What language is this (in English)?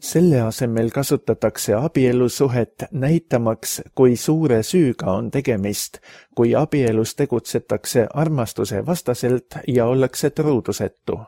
Estonian